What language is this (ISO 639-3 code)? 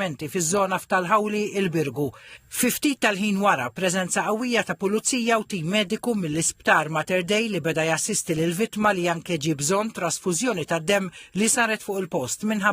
mlt